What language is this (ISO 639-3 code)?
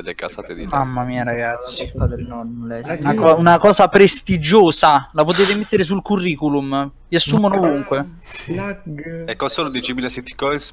ita